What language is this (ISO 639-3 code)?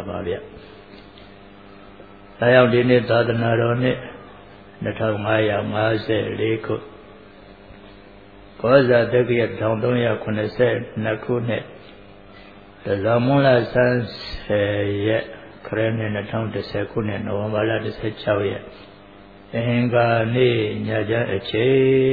mya